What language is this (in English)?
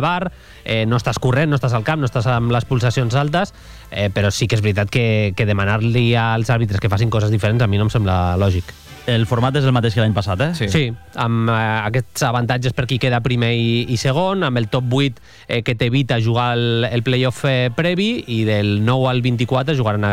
Catalan